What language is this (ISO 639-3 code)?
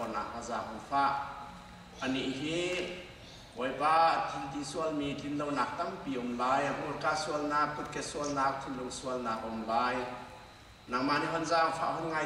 cnh